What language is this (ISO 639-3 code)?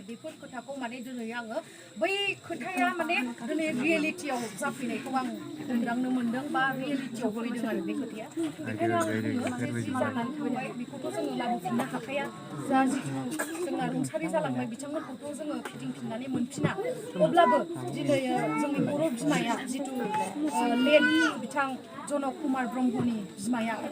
brx